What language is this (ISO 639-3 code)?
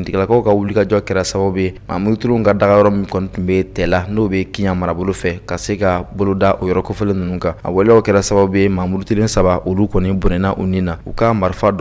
bam